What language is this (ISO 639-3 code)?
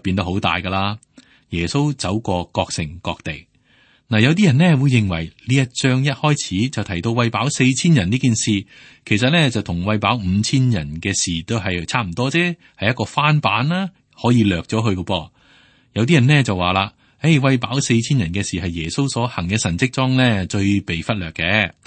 yue